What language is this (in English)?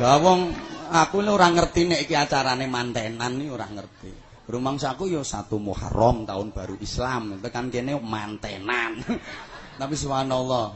Javanese